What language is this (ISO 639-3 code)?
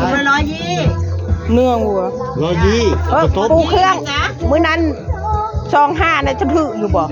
tts